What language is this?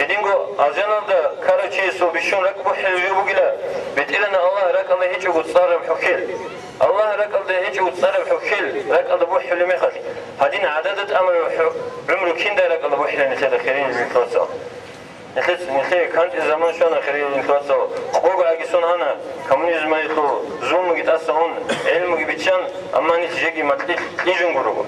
Avaric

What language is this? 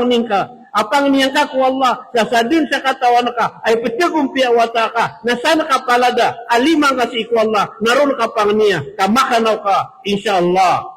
Maranao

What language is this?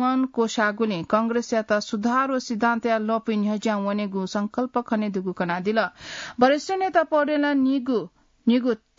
Newari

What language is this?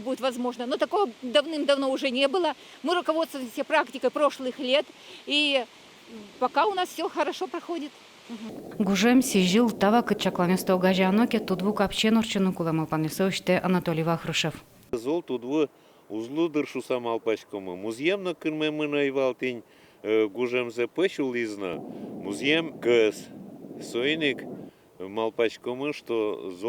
Udmurt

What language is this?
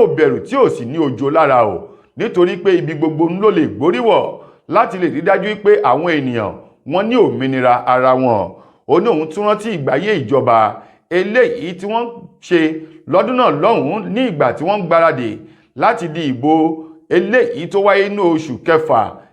Yoruba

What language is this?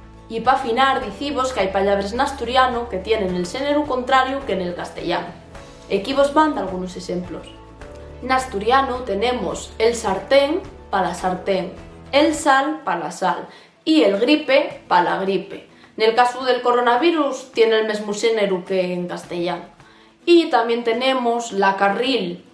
Asturian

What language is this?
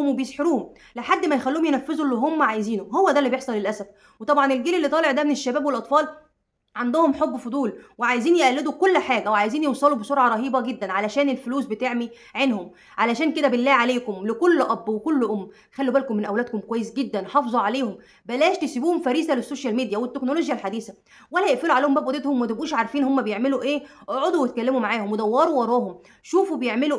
Egyptian Arabic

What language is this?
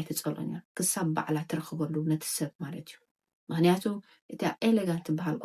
Tigrinya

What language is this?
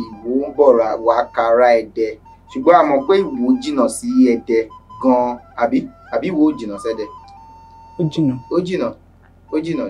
Yoruba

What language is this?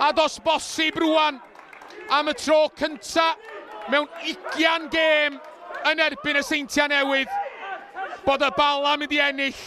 Welsh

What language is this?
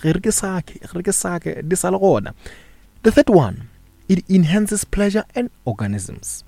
Northern Sotho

